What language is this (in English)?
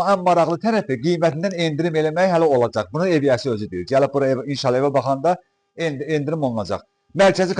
Azerbaijani